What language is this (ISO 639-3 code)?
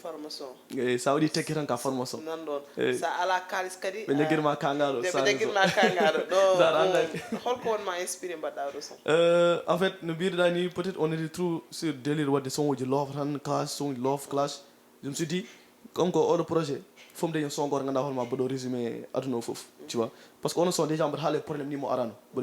ful